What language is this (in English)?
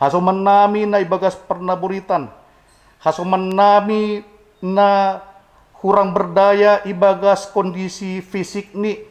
Batak Simalungun